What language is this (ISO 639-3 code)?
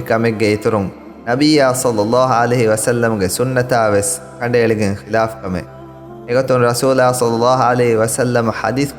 div